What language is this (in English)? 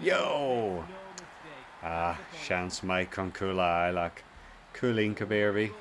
Irish